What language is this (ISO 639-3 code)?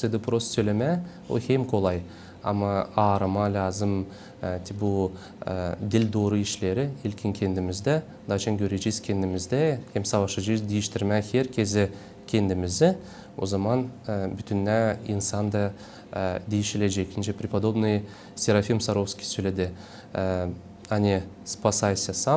gag